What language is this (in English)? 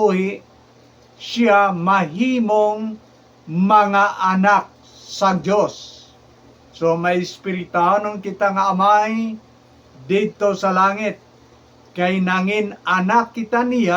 Hiligaynon